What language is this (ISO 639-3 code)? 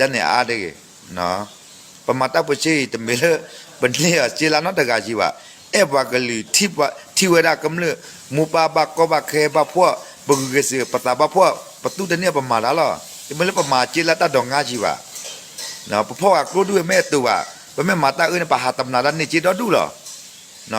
ksw